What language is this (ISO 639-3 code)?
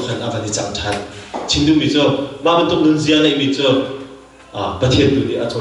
cnh